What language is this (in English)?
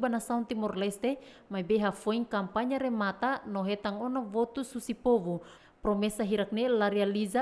Tetum